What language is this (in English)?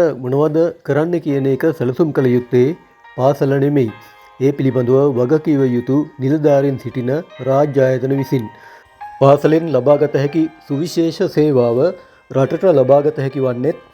Sinhala